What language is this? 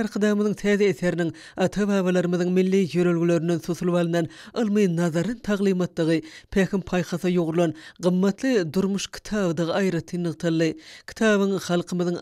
Turkmen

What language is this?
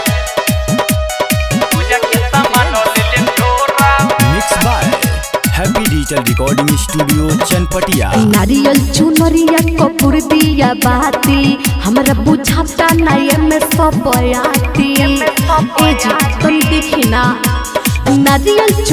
Bhojpuri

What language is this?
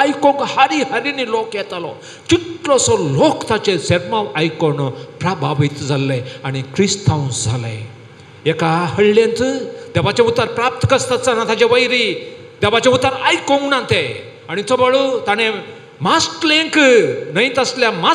Konkani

